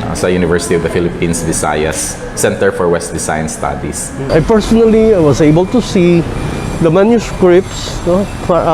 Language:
Kinaray-a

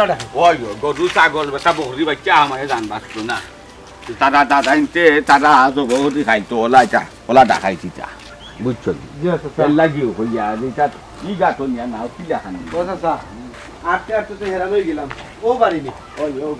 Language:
Sylheti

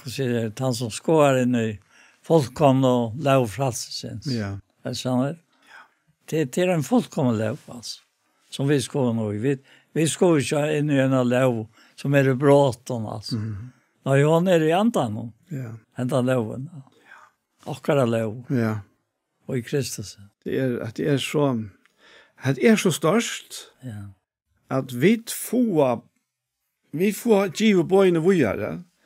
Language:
Faroese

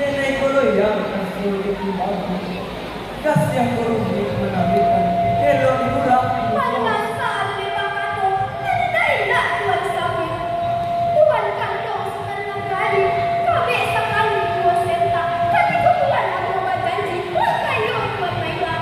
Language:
Minangkabau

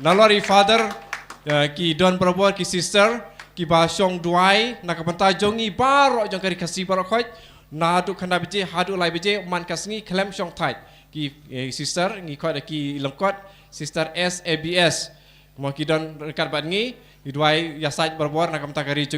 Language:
Khasi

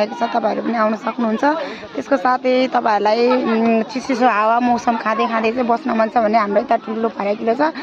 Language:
Nepali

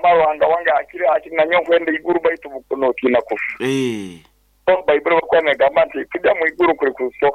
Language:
Nyoro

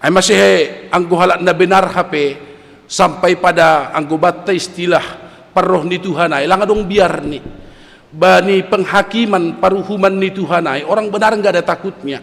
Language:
Batak Simalungun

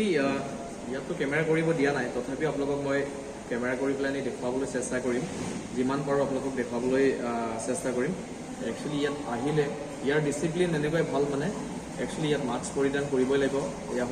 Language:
Assamese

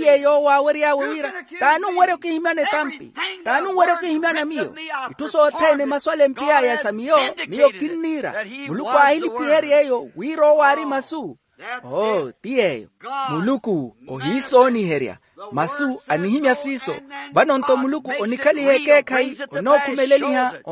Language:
Makhuwa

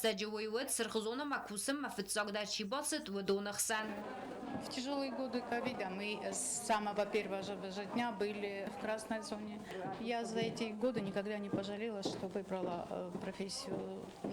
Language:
Ossetic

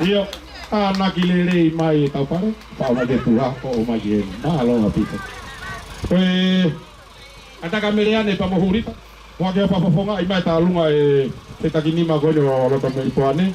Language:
Tongan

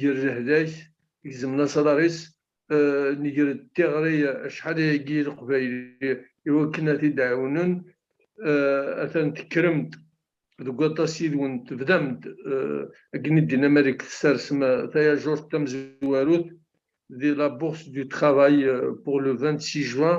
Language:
Kabyle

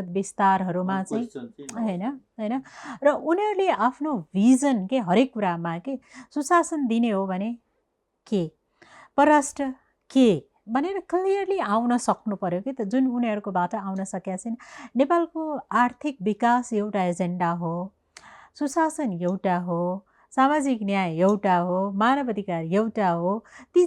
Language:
Nepali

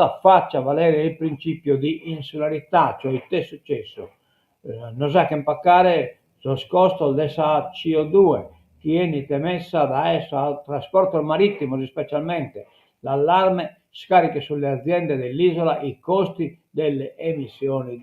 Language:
Sardinian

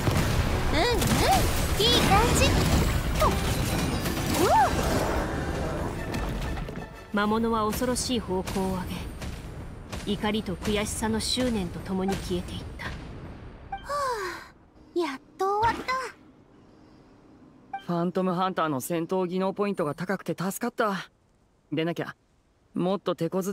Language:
Japanese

